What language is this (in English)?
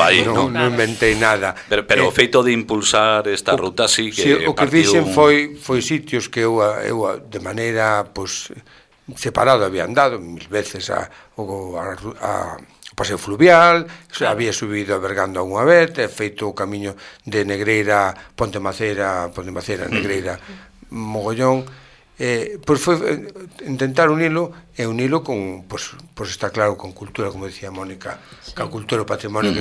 Galician